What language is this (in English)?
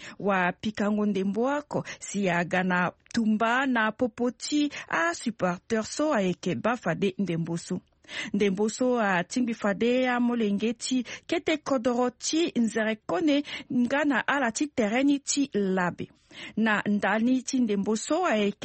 Sango